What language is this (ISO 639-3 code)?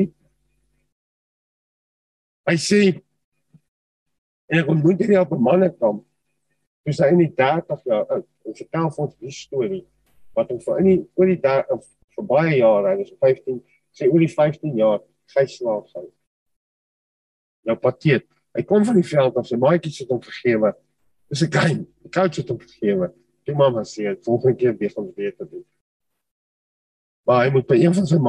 afr